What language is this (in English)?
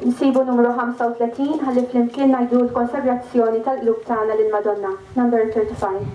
Maltese